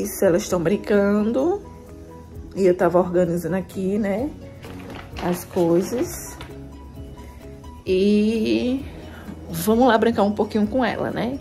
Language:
Portuguese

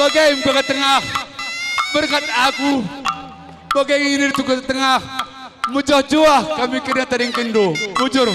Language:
Batak Karo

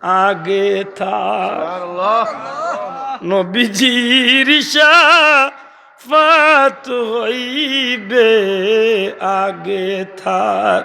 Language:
Sylheti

